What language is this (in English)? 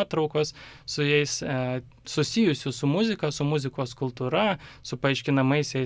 Lithuanian